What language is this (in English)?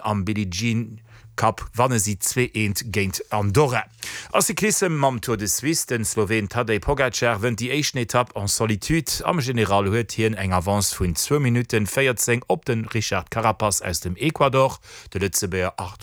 Luxembourgish